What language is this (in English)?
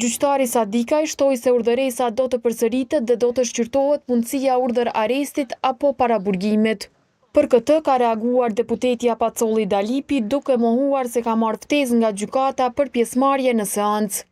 Albanian